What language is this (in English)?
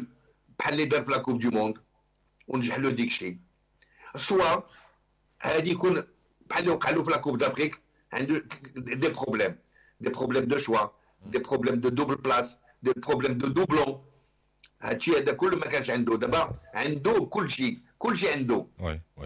Moroccan Arabic